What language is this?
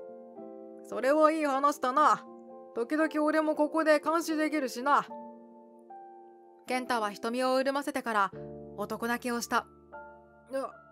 Japanese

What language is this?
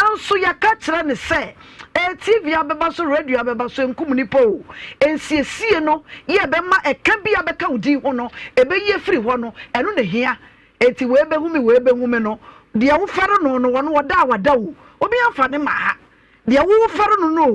Akan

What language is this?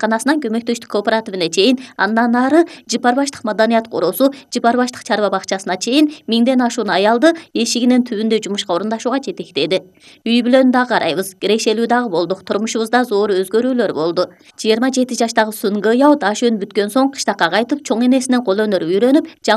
Kyrgyz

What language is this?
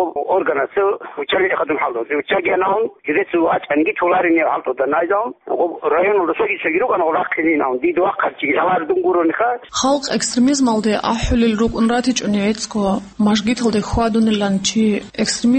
Avaric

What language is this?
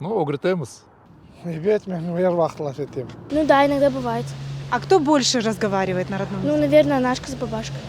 Crimean Tatar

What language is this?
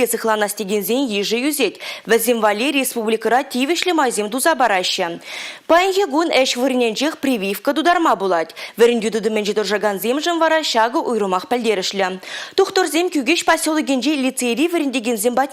Chuvash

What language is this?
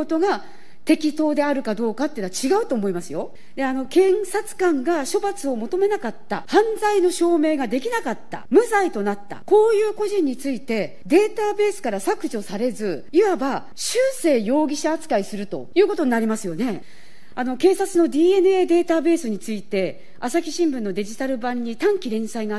Japanese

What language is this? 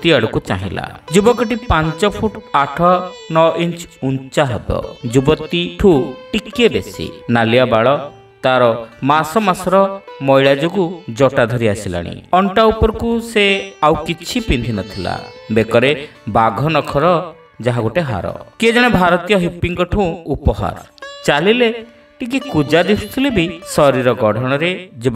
Odia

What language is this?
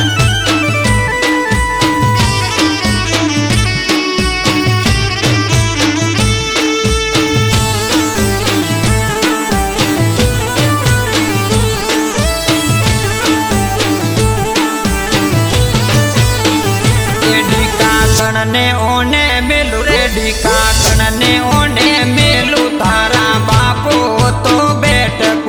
Gujarati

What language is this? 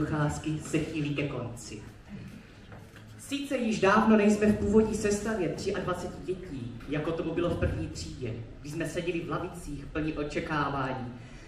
Czech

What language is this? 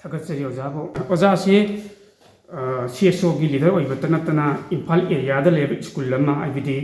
Manipuri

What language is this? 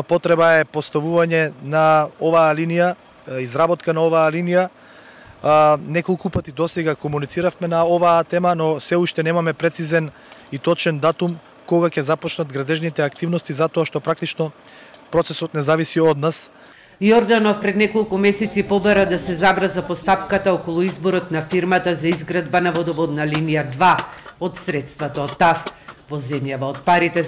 Macedonian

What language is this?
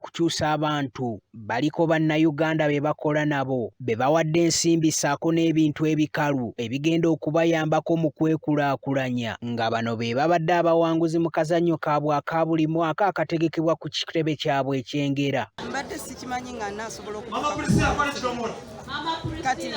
Ganda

